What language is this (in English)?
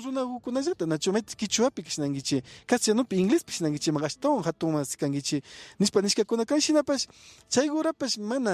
Imbabura Highland Quichua